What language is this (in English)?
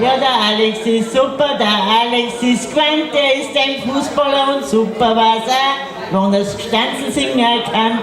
Bavarian